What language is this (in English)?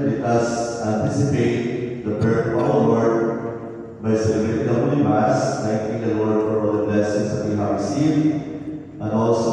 English